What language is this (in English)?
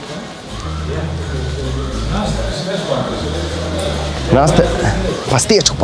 Dutch